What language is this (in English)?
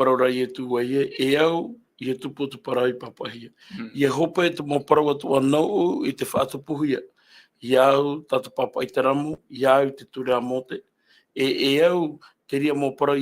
Tahitian